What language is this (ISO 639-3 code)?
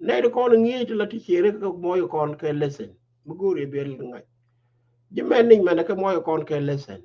nus